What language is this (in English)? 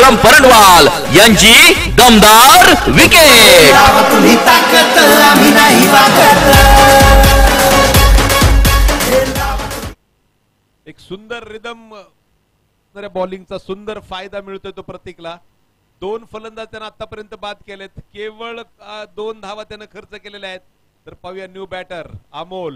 Marathi